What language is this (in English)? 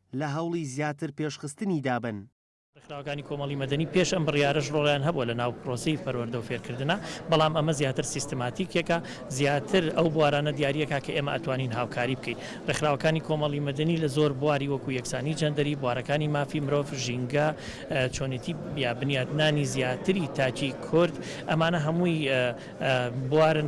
Central Kurdish